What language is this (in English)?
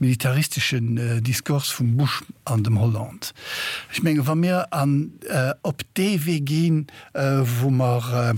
Luxembourgish